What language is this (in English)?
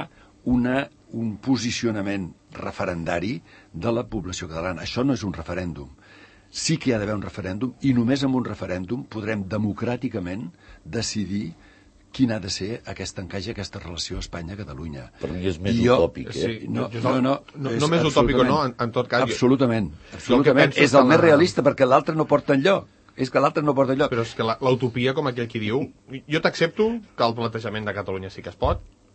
Catalan